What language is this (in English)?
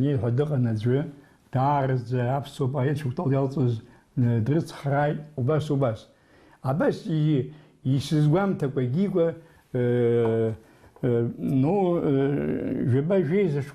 Abkhazian